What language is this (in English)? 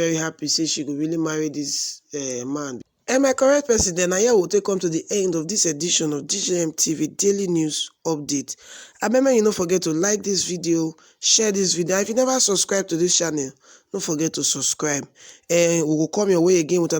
Nigerian Pidgin